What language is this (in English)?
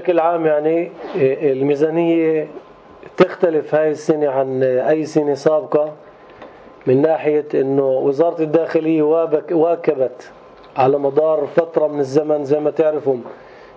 North Levantine Arabic